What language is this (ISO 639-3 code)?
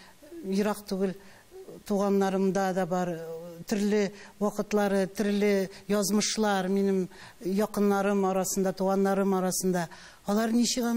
tat